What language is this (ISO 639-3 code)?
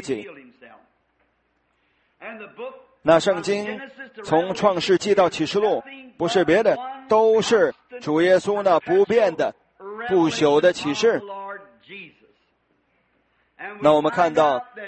zho